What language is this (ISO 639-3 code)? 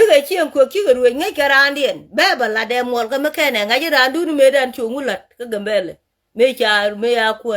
nus